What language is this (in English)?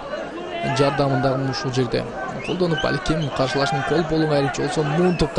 Kyrgyz